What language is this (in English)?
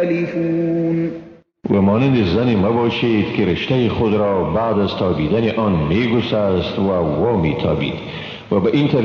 Persian